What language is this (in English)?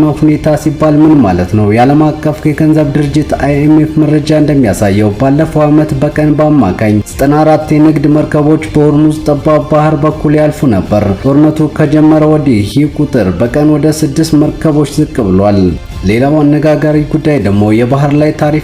Amharic